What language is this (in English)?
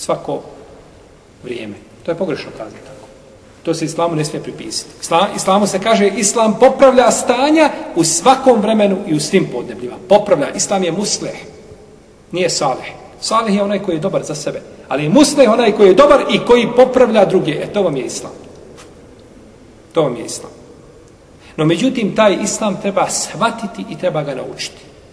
Bosnian